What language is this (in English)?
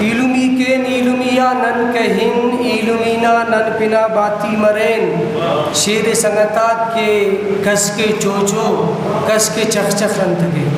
Brahui